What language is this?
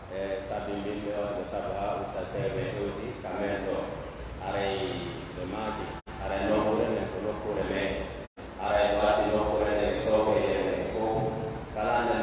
Pular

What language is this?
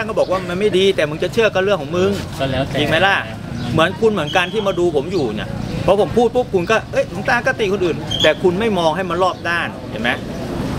Thai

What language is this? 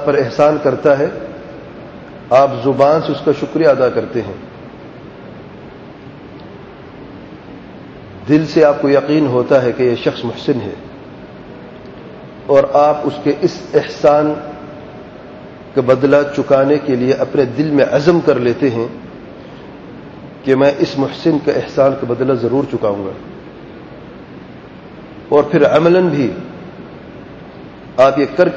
Urdu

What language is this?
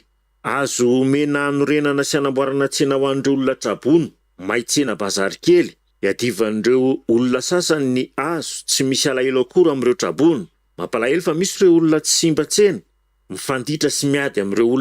Malagasy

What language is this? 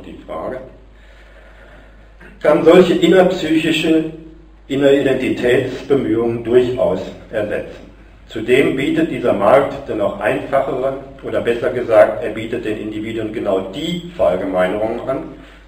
German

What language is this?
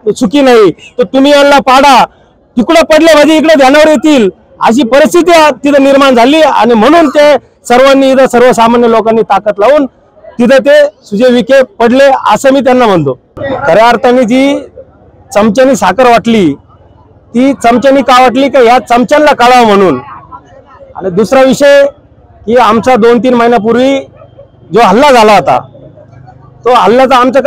Marathi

